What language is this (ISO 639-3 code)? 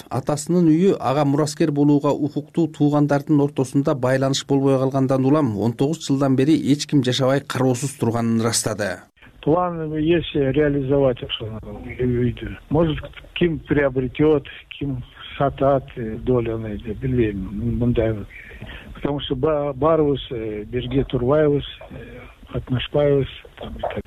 kir